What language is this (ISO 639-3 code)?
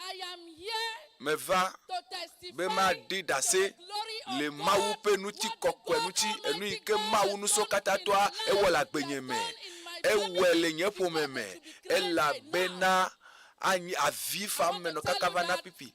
ewe